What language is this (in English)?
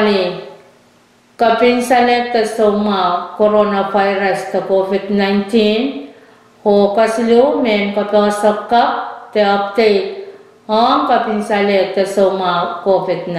Pohnpeian